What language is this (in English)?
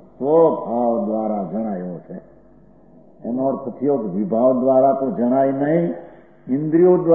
Gujarati